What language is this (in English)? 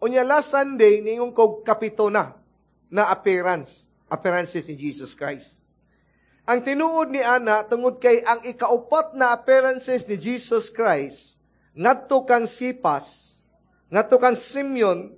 Cebuano